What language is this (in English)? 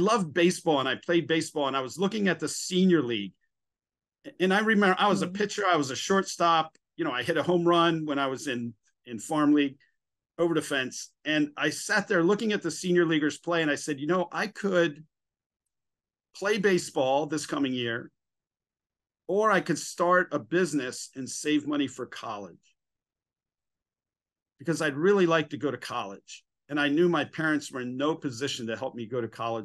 English